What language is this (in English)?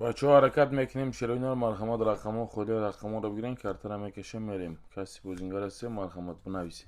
Tajik